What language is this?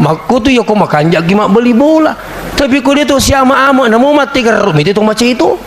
Buginese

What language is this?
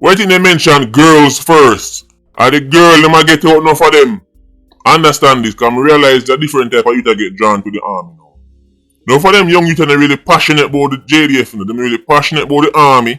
Jamaican Creole English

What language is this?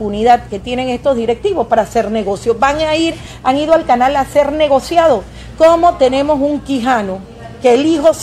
Spanish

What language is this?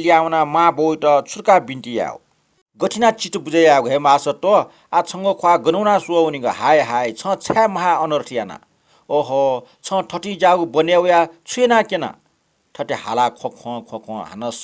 Newari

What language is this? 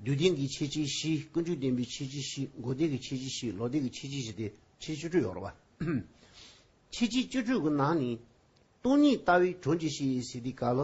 Tibetan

